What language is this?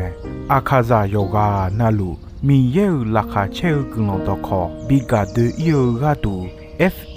Akha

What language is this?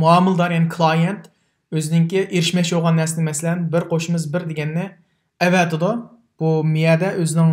Uyghur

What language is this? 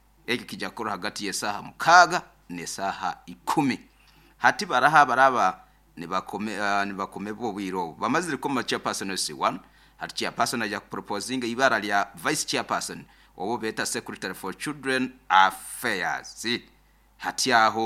Nyoro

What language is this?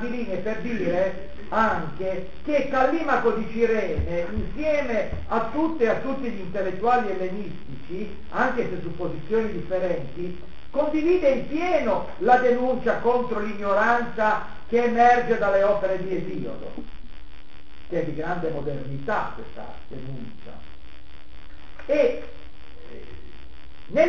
Italian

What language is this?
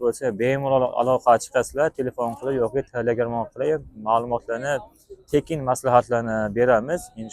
Uzbek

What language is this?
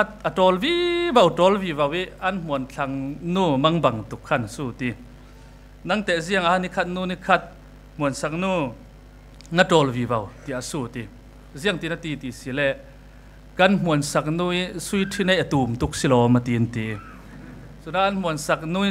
Falam Chin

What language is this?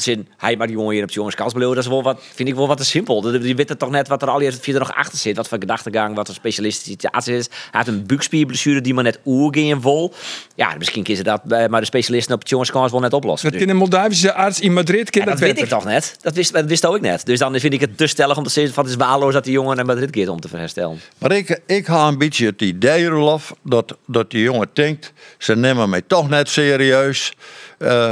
Western Frisian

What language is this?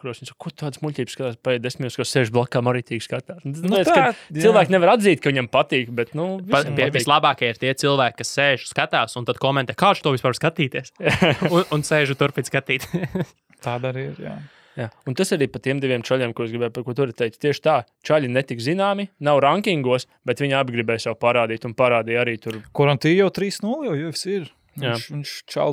Latvian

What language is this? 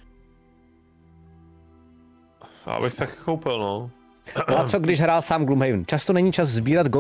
Czech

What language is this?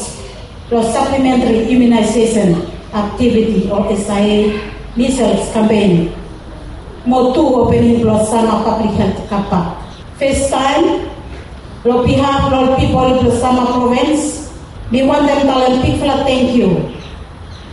Bislama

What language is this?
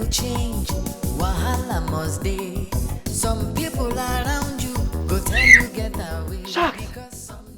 Nigerian Pidgin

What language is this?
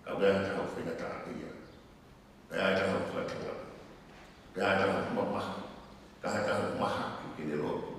Tongan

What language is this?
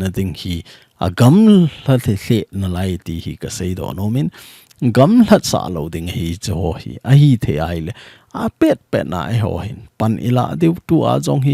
Thado Chin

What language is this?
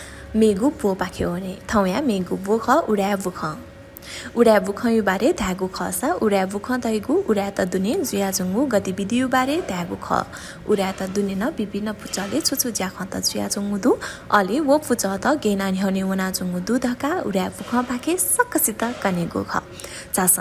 Newari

